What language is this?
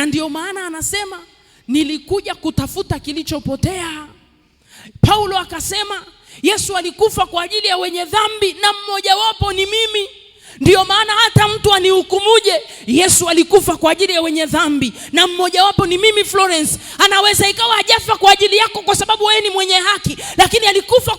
Swahili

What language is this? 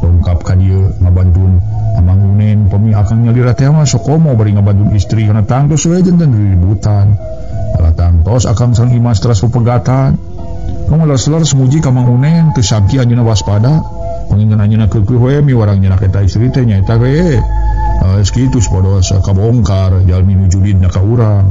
Sundanese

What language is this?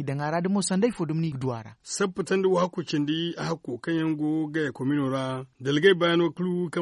Zarma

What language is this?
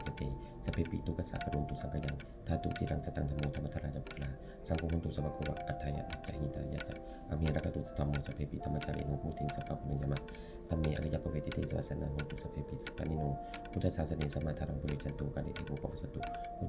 Pali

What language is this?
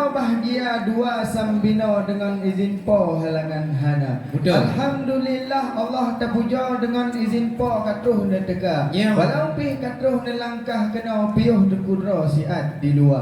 Achinese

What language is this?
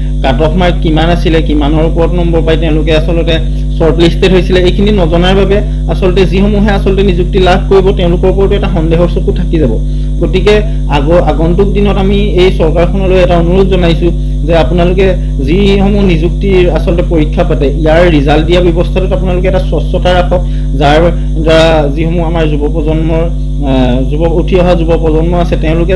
Assamese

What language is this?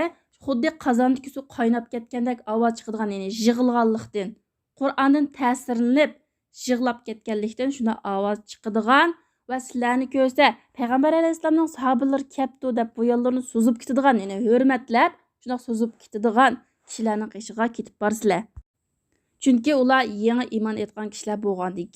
Uyghur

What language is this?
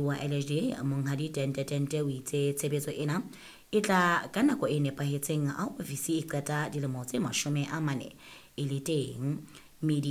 Southern Sotho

